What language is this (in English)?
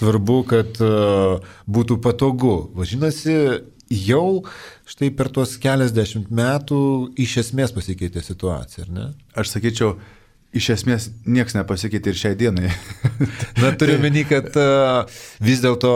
Lithuanian